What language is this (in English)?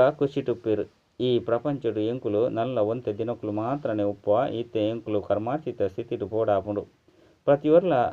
Tulu